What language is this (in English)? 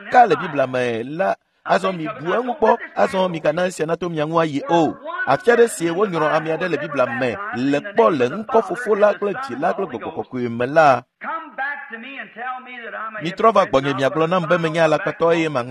Ewe